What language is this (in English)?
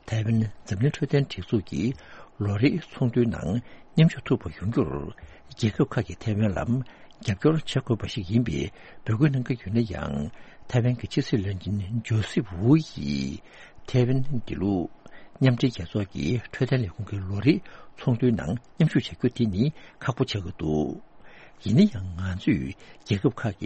Tibetan